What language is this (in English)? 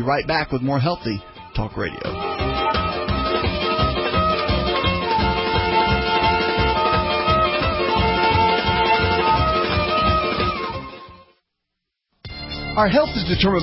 English